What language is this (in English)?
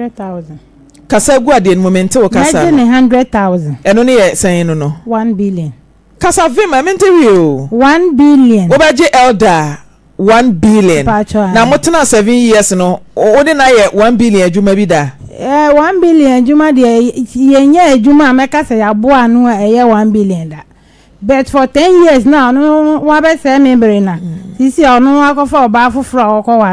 Akan